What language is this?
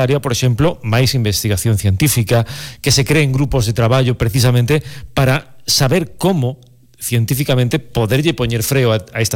Galician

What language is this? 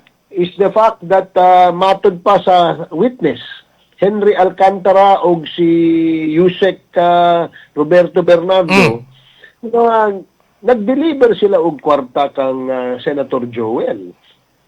Cebuano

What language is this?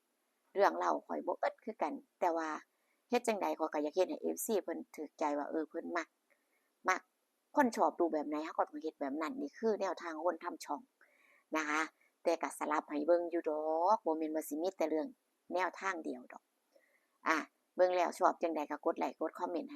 Northeastern Thai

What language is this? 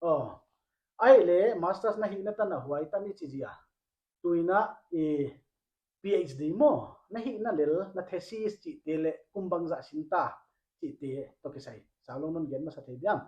Paite Chin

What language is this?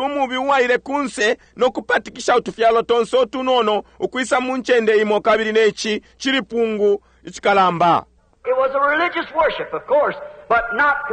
Bemba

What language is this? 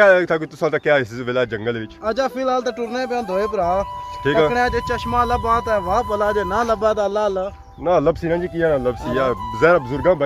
Pahari-Potwari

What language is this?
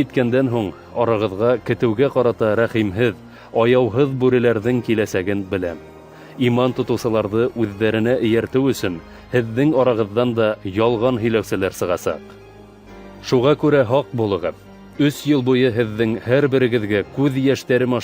Bashkir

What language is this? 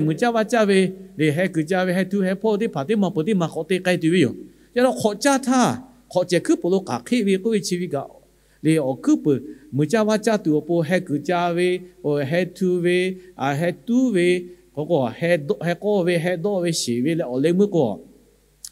Lahu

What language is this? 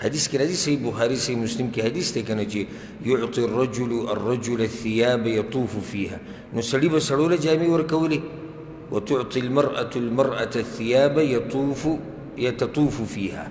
Pashto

